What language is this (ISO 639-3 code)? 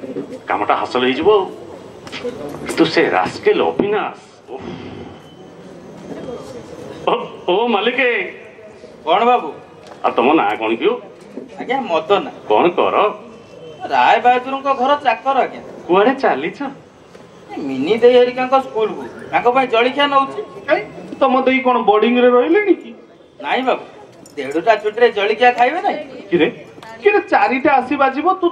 ori